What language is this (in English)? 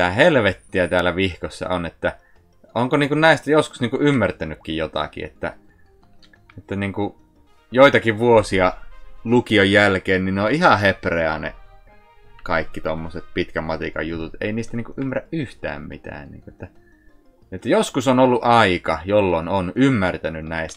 Finnish